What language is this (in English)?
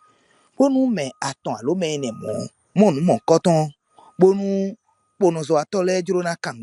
Fon